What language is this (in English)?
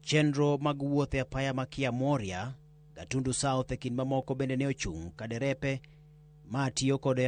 Luo (Kenya and Tanzania)